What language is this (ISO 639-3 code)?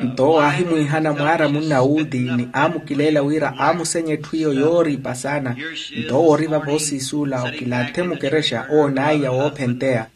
vmw